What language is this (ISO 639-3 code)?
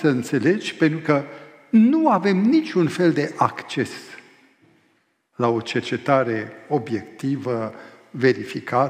ron